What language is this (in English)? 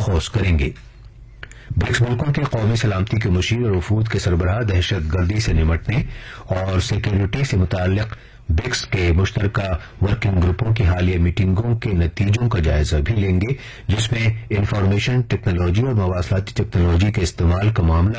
Urdu